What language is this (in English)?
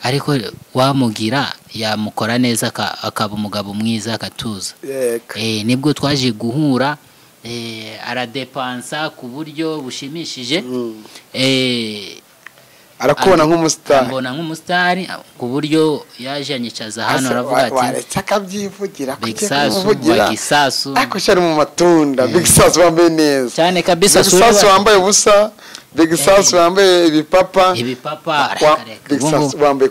Kinyarwanda